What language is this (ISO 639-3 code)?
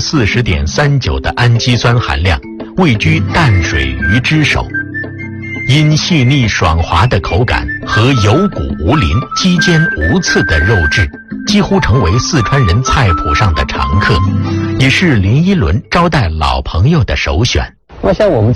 zho